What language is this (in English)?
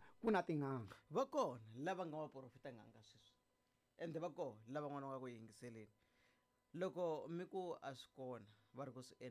Tsonga